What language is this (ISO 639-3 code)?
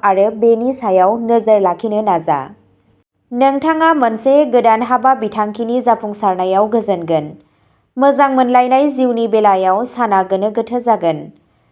brx